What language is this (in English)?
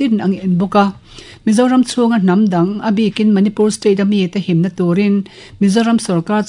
Mizo